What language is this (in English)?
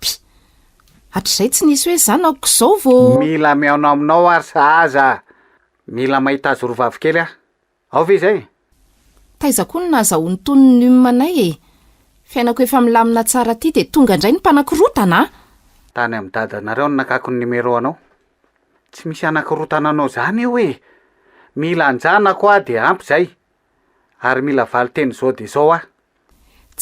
Malagasy